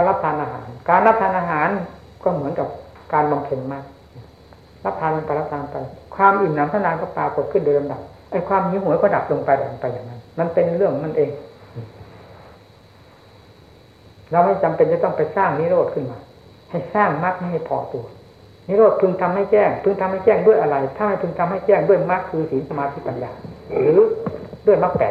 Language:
Thai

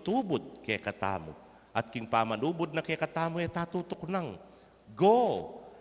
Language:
Pampanga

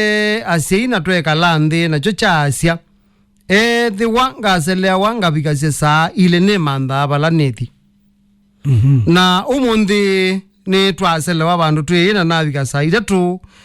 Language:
Kamba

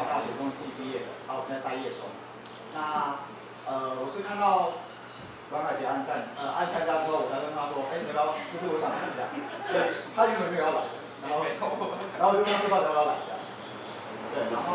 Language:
Chinese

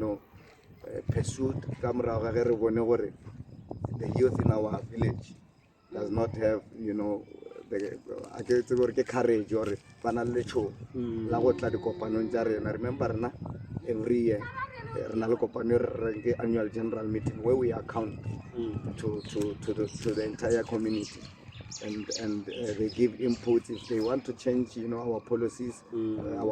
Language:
Northern Sotho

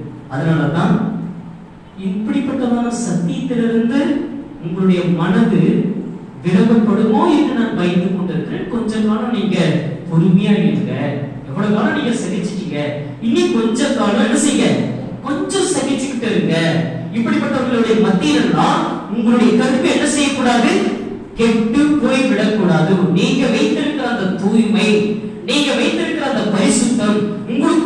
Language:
Tamil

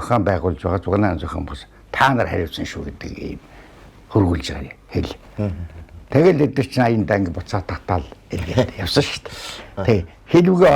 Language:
Mongolian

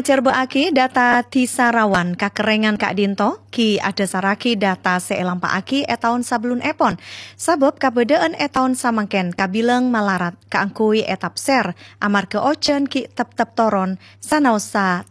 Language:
Madurese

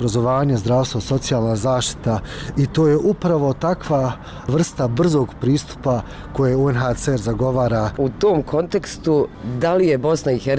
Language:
Bosnian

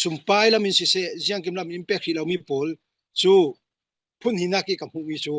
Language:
Falam Chin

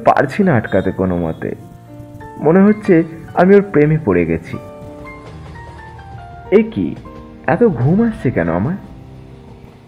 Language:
Bangla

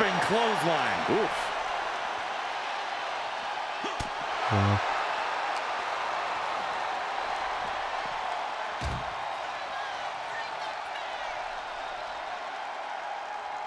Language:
German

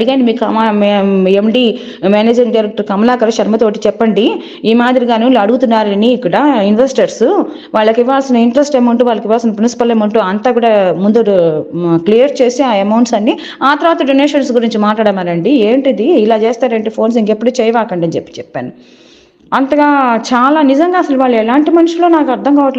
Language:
Telugu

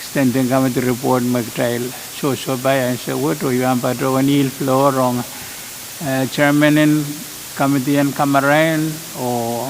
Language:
Pohnpeian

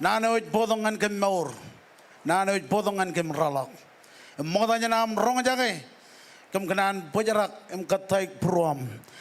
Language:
Marshallese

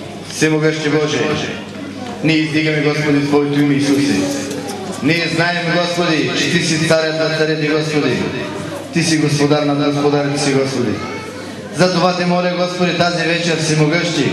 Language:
Bulgarian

